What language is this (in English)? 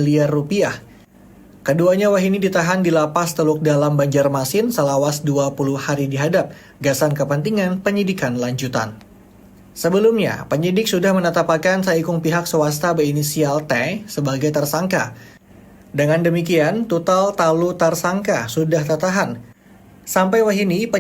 Banjar